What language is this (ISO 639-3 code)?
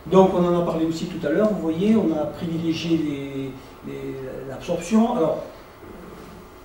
fra